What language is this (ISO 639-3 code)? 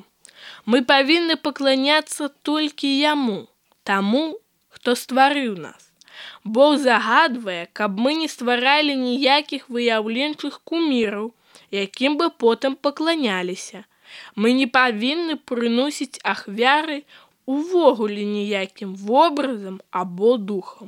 bel